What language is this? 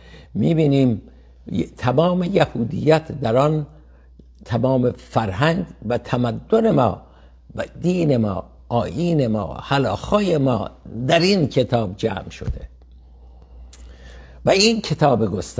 Persian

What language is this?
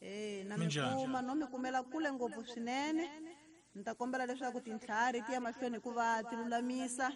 Tsonga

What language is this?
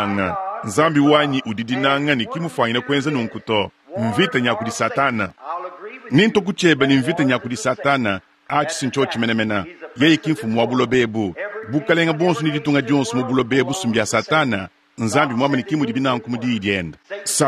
Luba-Lulua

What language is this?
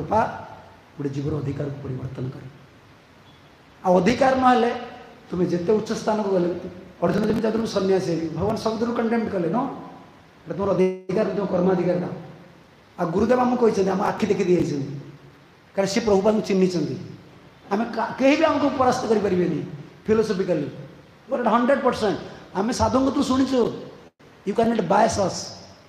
Odia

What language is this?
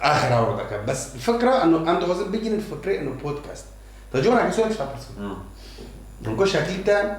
Kurdish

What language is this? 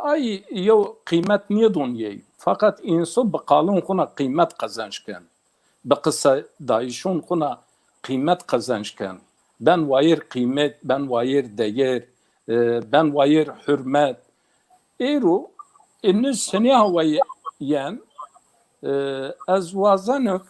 Zaza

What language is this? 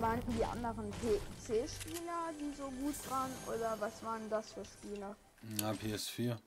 Bavarian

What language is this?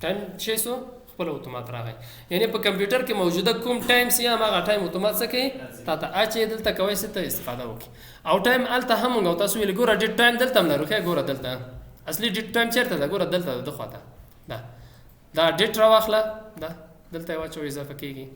Pashto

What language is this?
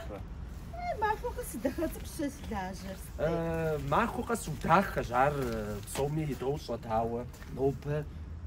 Kabardian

